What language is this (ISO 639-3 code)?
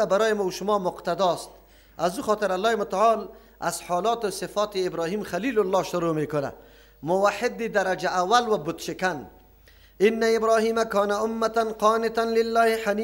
fas